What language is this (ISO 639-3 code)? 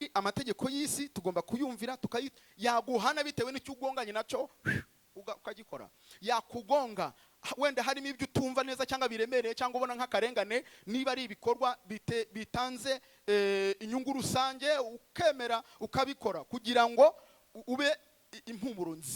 kin